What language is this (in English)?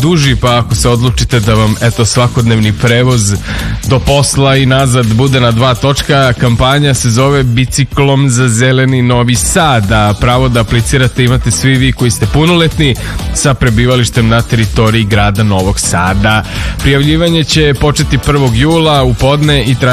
Serbian